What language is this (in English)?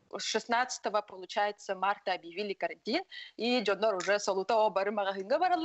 Yakut